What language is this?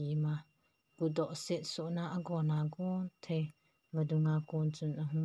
Thado Chin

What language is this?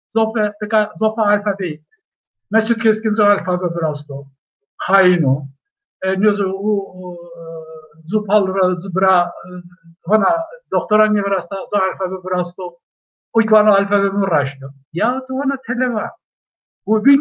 Zaza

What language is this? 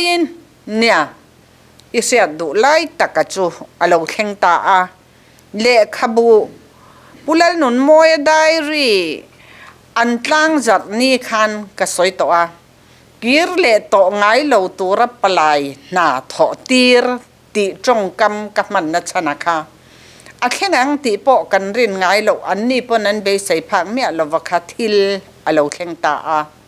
Mizo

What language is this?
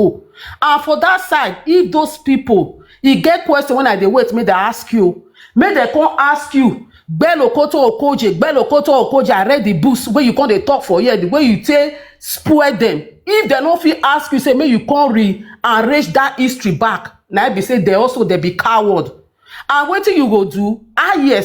Nigerian Pidgin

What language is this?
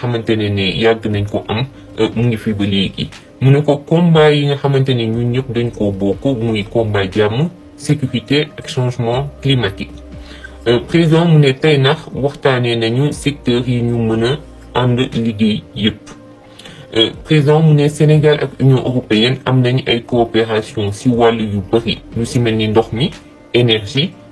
Wolof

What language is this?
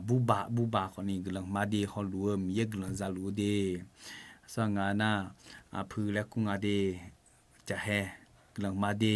Akha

